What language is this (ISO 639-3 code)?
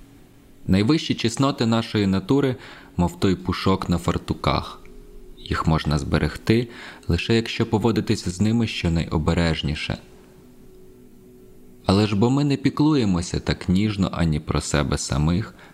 ukr